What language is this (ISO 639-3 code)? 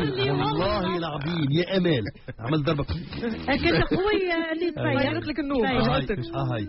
aeb